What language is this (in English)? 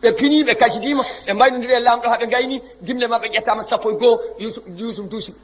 Fula